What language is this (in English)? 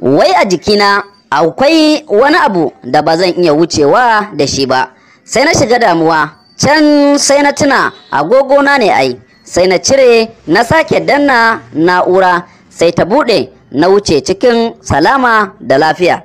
Hausa